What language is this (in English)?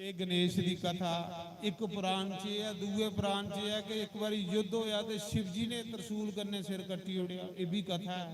Dogri